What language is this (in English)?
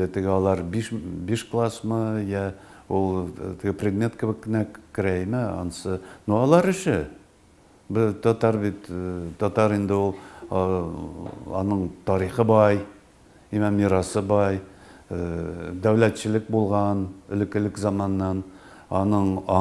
Tatar